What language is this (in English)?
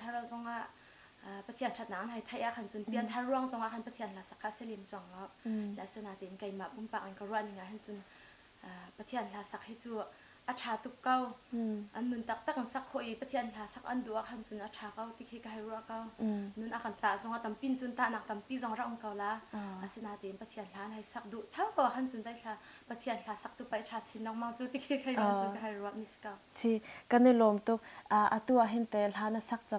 Hakha Chin